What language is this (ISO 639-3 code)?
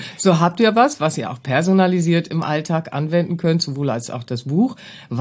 deu